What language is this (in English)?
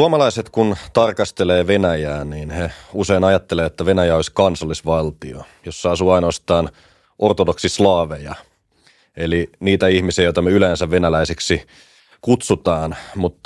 Finnish